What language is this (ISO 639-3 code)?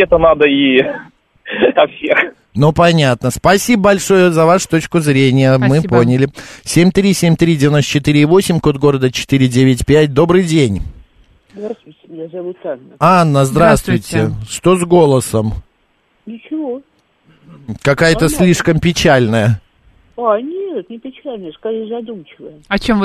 rus